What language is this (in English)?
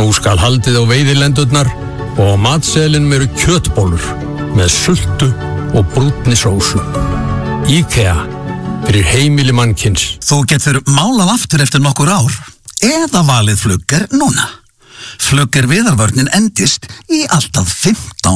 Icelandic